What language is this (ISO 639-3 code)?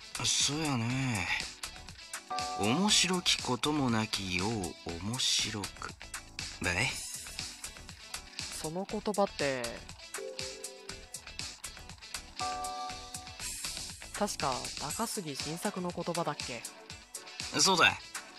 jpn